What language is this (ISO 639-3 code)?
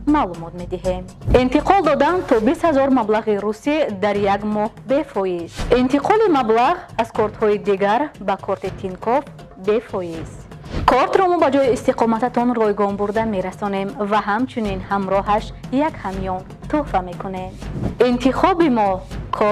tgk